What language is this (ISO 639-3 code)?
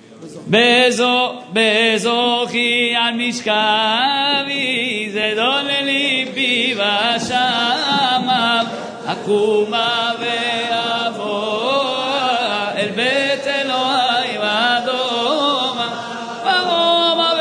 heb